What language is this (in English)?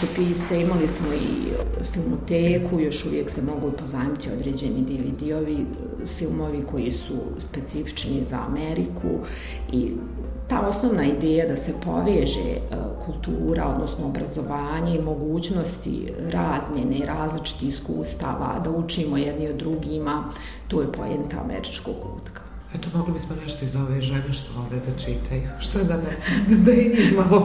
Bosnian